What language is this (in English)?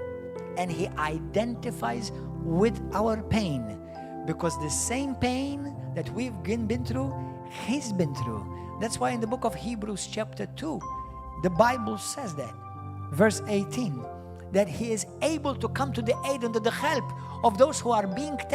English